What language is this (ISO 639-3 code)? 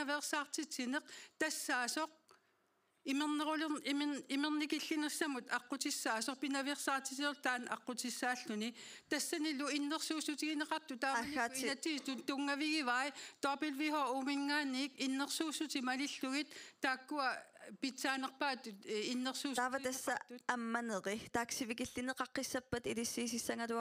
kal